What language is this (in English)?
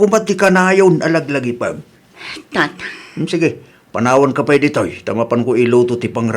Iloko